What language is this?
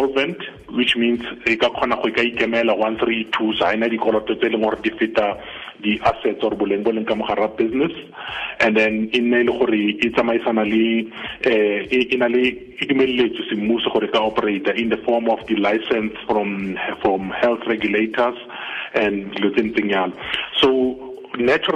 Tswana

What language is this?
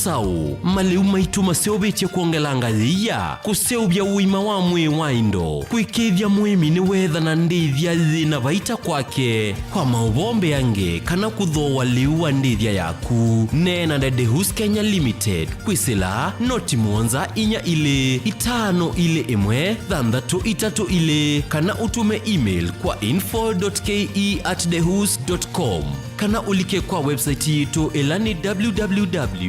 Kamba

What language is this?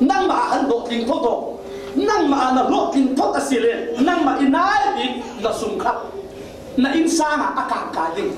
Falam Chin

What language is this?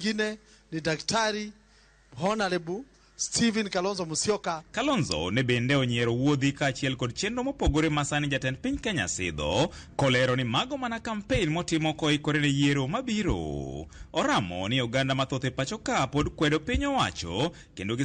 Luo (Kenya and Tanzania)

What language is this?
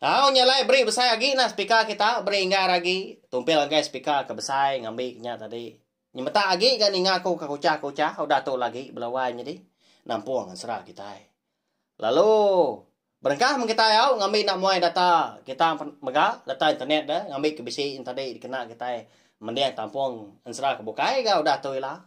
Iban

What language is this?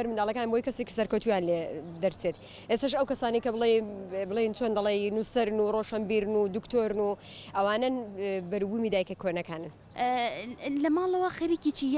Central Kurdish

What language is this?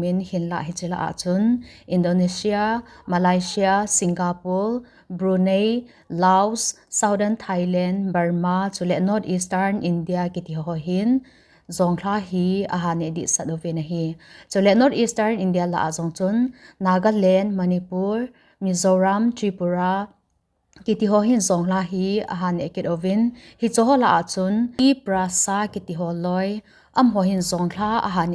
Thado Chin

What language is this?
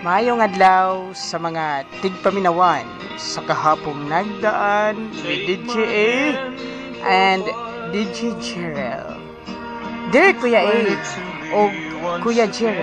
Hiligaynon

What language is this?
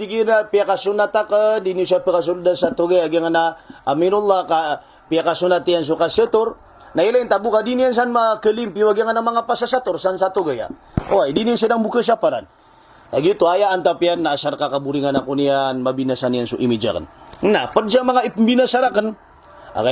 Maranao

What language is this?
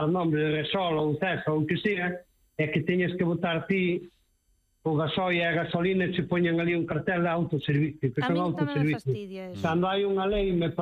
Galician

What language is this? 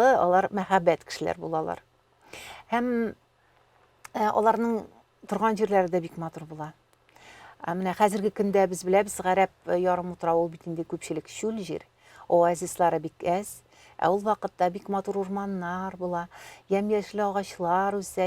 Tatar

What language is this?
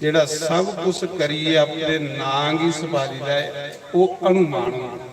Dogri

